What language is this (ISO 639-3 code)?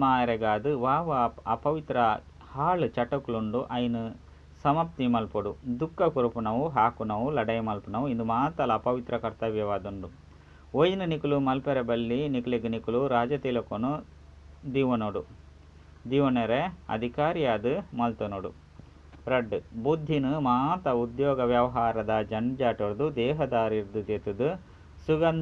tcy